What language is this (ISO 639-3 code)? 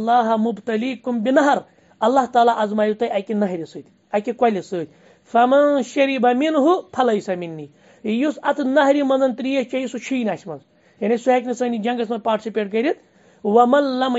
kas